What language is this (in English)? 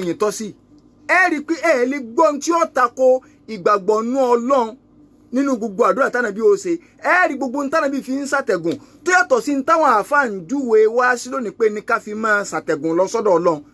Yoruba